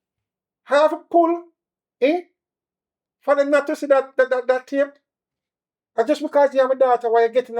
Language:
Jamaican Creole English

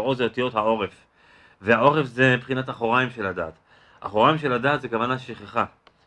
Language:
Hebrew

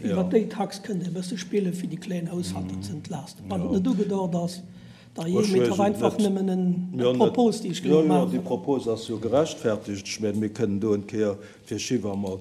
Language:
Luxembourgish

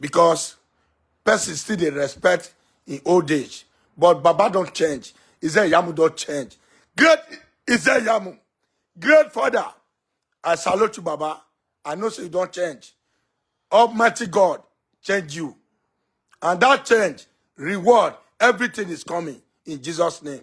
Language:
Nigerian Pidgin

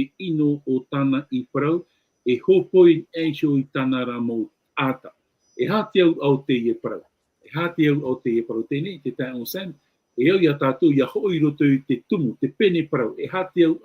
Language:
Tahitian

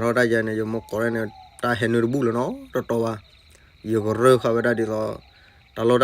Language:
S'gaw Karen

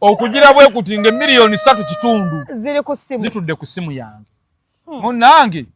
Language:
Ganda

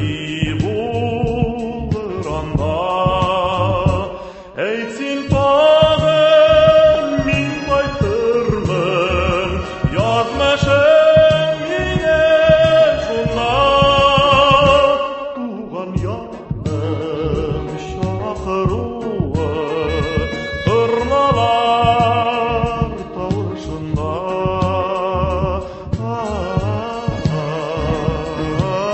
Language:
Tatar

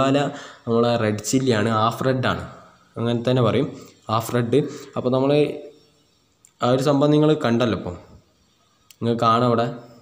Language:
Malayalam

